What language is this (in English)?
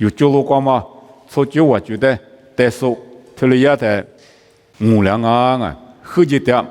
Lisu